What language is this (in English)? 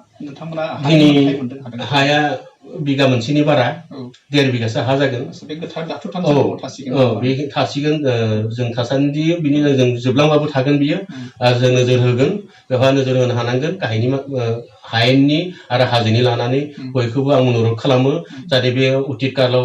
Bodo